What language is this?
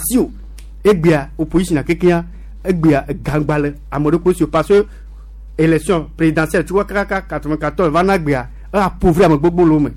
Gen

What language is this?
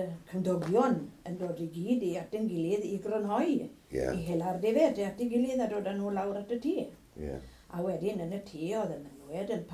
Welsh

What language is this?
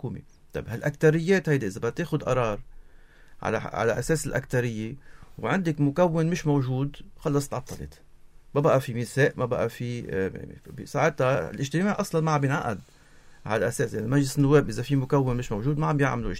North Levantine Arabic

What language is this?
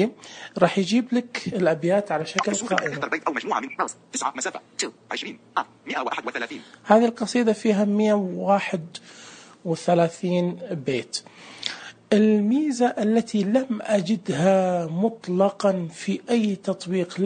Najdi Arabic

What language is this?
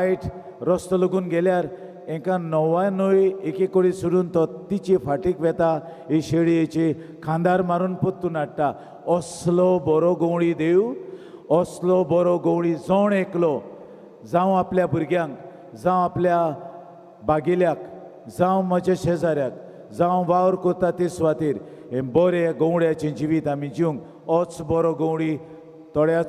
Konkani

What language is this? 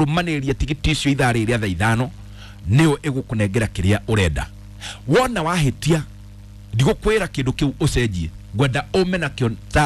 Kikuyu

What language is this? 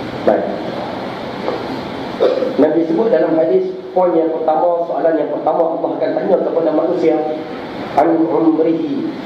Malay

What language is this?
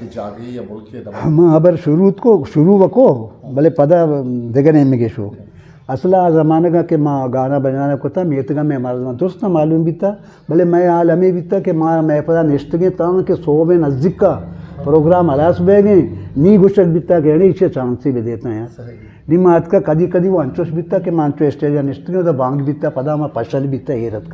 Eastern Balochi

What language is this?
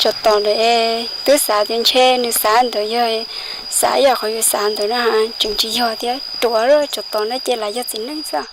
Hmong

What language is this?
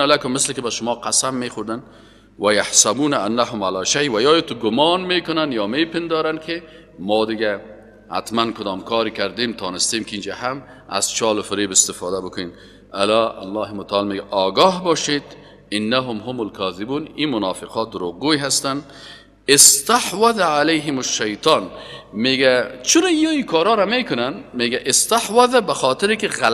Persian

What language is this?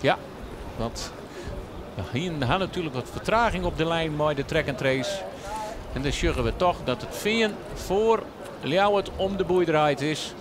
Western Frisian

